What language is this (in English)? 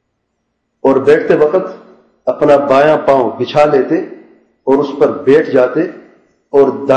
Urdu